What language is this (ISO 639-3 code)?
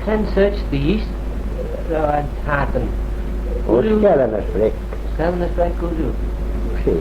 glv